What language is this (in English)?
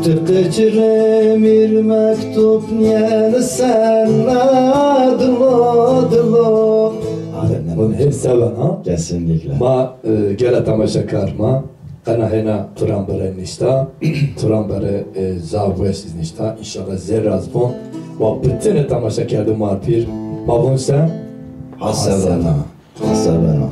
Zaza